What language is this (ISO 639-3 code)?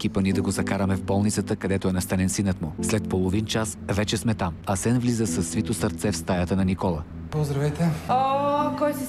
bul